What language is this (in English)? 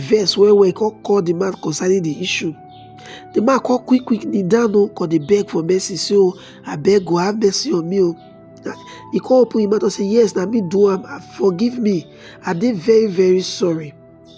Nigerian Pidgin